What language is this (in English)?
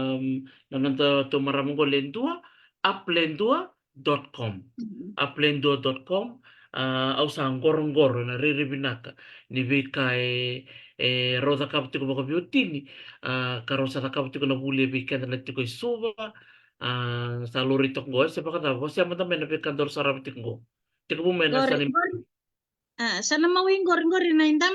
Fijian